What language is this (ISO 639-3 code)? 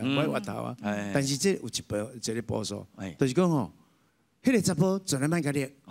nan